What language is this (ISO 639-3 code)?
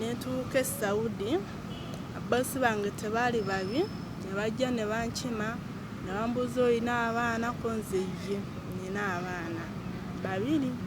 lug